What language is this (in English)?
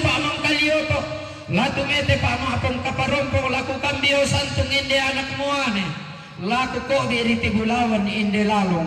Toraja-Sa'dan